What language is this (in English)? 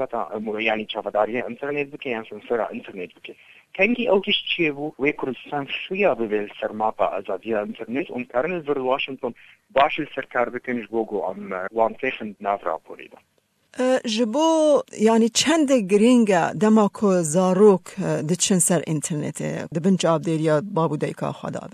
Kurdish